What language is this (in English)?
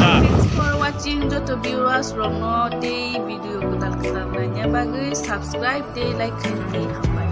Kok Borok